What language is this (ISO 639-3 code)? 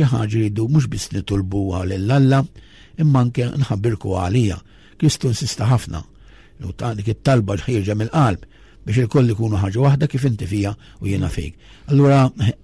mlt